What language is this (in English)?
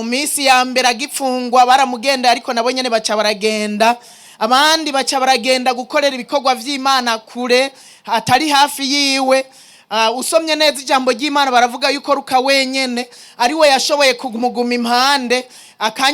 Rundi